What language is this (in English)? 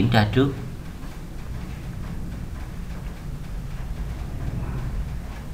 Vietnamese